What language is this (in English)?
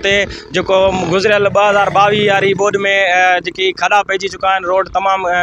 Sindhi